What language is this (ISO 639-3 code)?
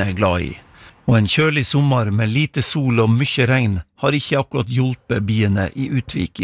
nor